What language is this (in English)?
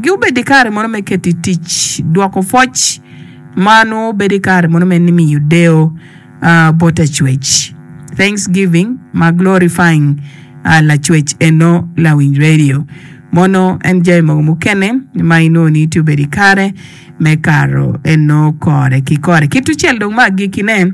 Acoli